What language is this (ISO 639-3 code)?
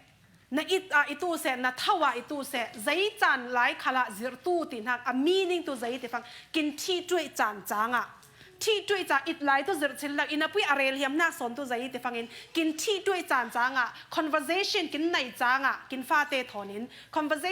cfm